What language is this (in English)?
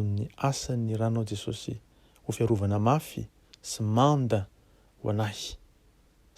Malagasy